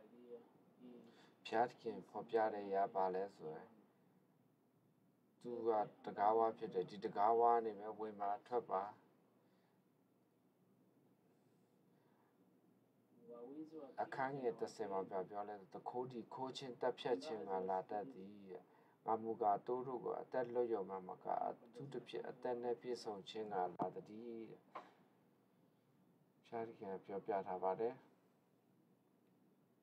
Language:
Burmese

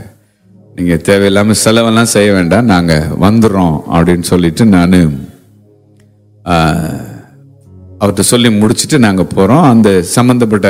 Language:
Tamil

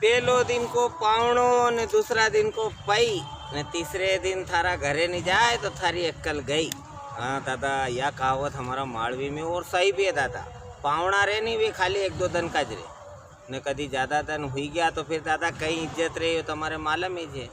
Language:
Rajasthani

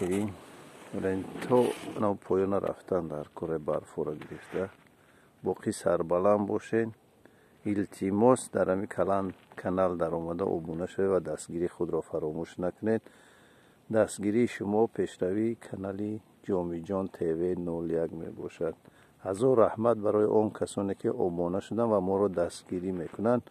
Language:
Tajik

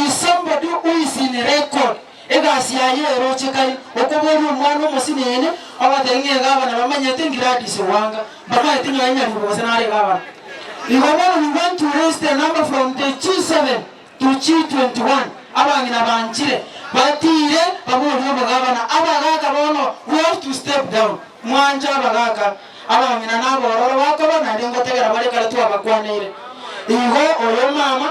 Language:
Gusii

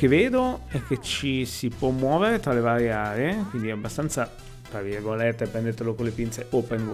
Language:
Italian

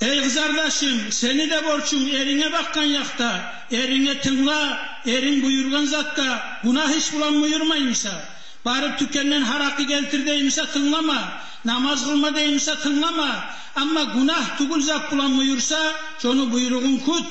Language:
Kumyk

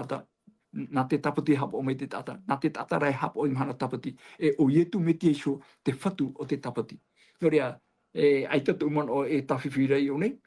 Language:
Tahitian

